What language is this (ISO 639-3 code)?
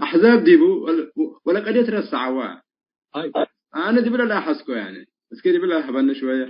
tig